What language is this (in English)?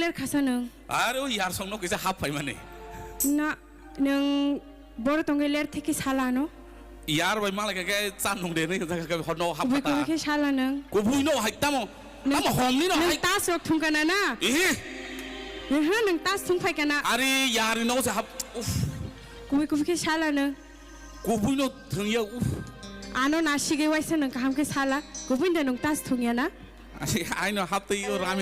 Kok Borok